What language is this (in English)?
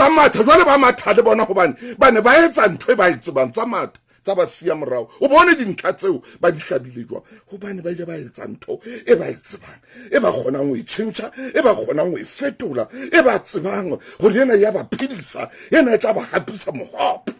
Southern Sotho